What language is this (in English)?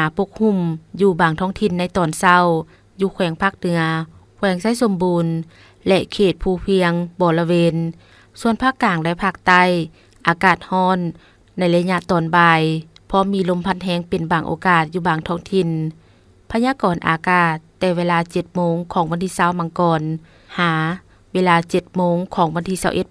Lao